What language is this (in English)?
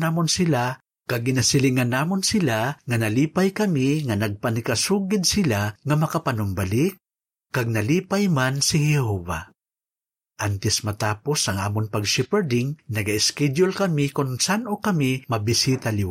Hiligaynon